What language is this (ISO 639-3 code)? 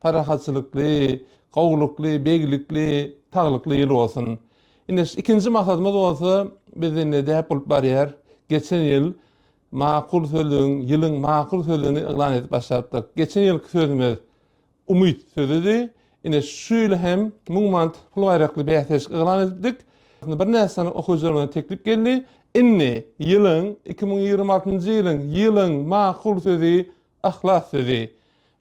tuk